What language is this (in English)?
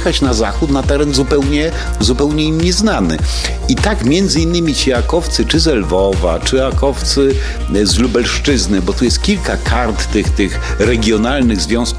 Polish